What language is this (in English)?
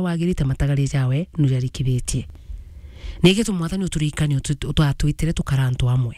Meru